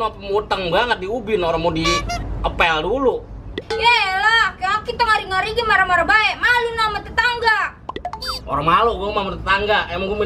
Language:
Betawi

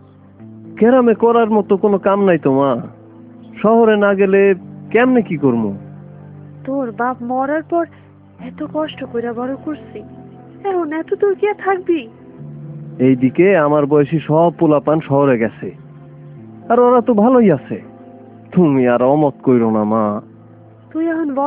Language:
Bangla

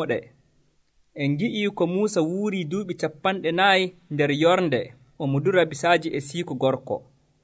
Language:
Nigerian Fulfulde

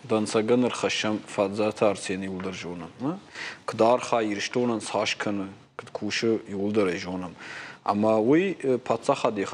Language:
Ossetic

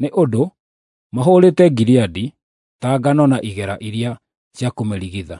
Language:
Kikuyu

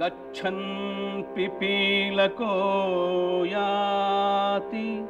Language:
Sanskrit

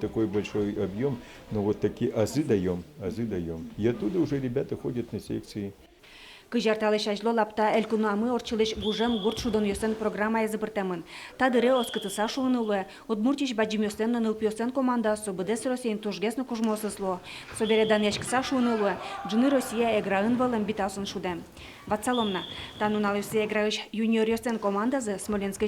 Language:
Udmurt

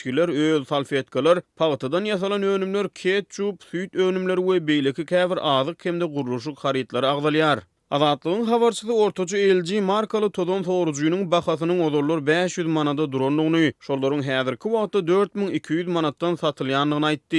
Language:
Turkmen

